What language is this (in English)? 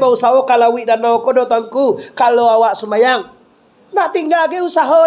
Minangkabau